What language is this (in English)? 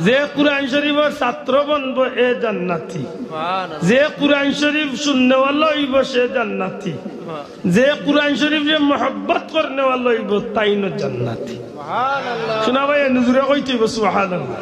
Sylheti